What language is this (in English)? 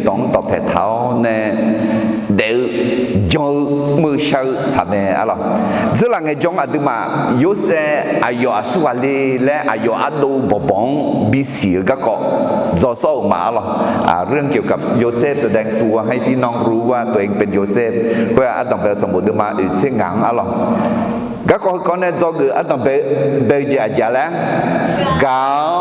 Akha